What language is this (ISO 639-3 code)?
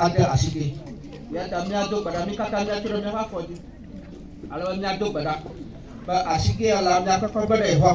ewe